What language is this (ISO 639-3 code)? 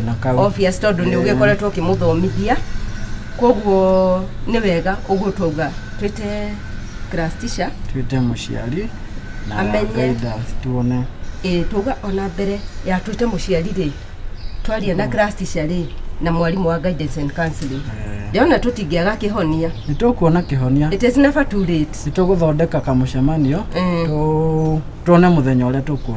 kik